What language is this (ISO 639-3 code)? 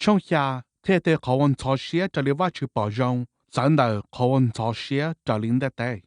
hmn